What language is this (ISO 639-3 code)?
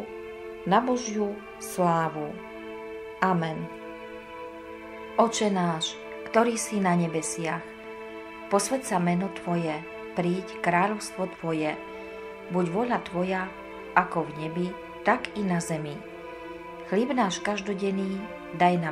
slk